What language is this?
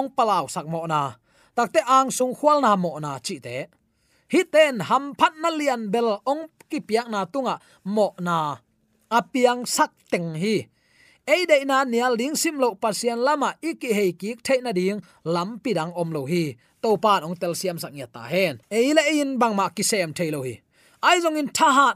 Tedim Chin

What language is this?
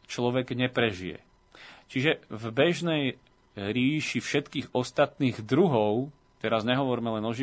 Slovak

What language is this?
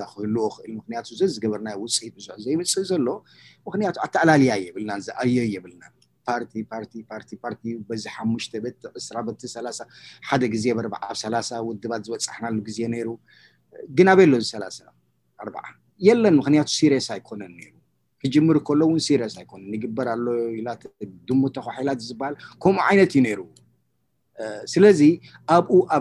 Tigrinya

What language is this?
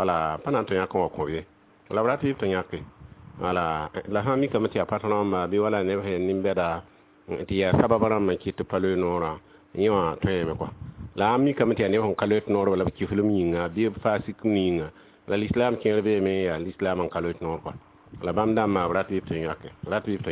Mossi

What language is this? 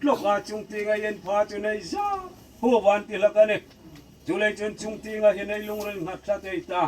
Hmar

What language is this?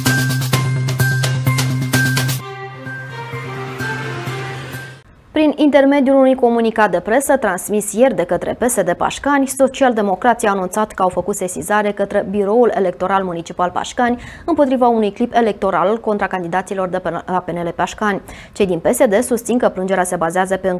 Romanian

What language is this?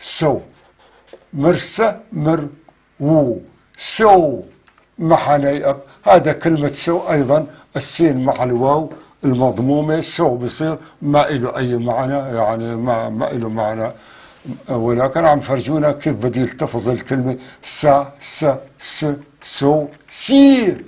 North Levantine Arabic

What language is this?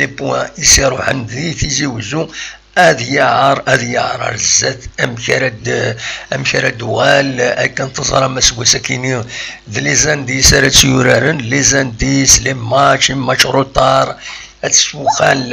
Kabyle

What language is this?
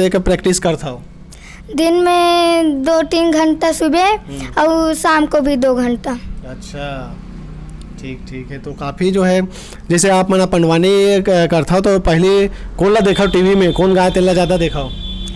Chhattisgarhi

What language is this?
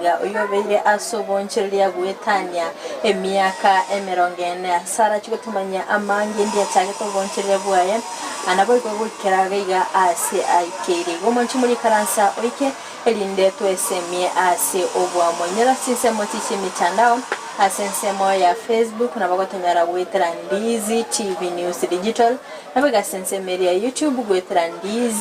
Gusii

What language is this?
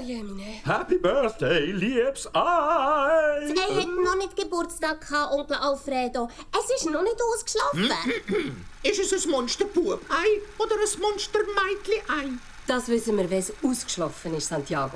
Swiss German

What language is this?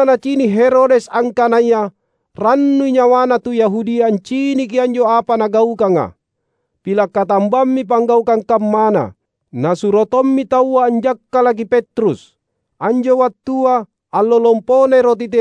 Makasar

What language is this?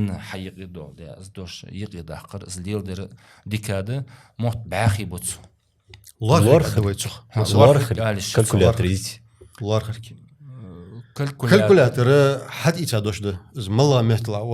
Ingush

